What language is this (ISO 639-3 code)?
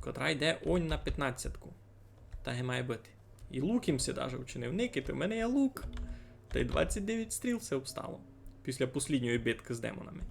rue